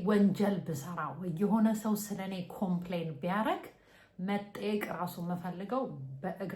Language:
Amharic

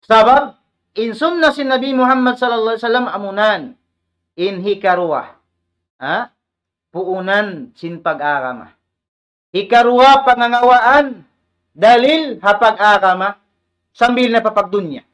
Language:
Tausug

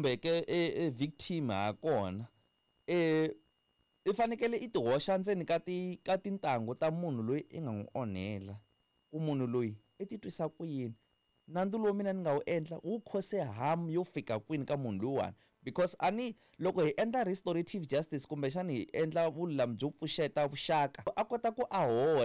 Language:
Tsonga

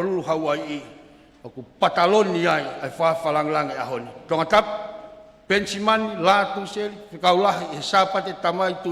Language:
Tongan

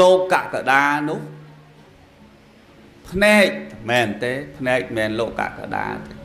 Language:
Khmer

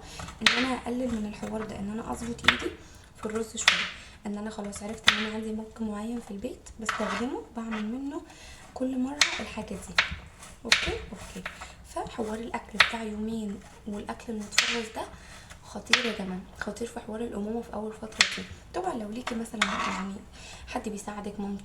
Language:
Egyptian Arabic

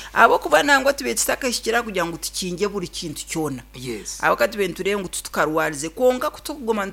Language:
Nyankole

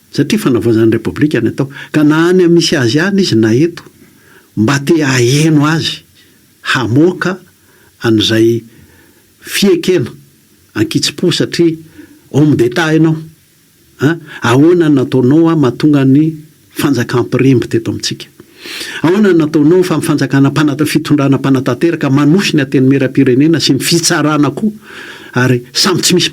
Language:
Malagasy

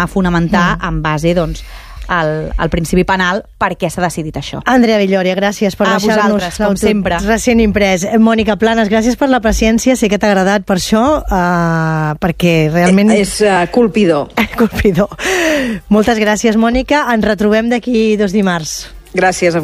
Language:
Catalan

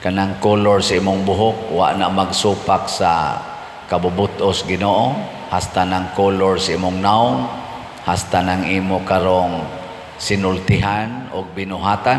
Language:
Cebuano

